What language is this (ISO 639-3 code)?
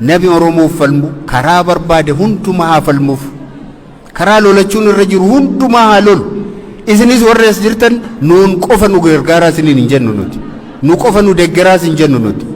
orm